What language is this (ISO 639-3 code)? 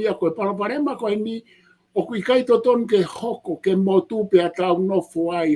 ton